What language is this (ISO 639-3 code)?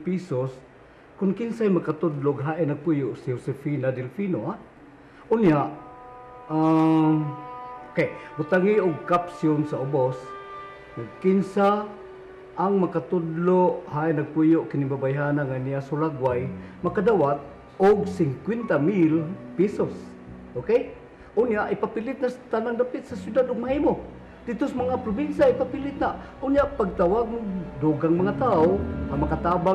ceb